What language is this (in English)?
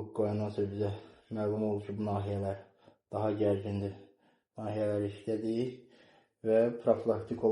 Azerbaijani